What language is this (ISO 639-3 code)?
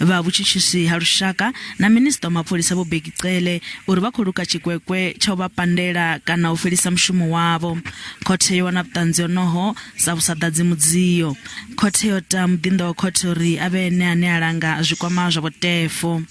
ven